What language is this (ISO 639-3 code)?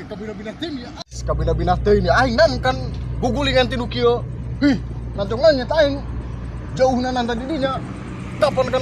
sun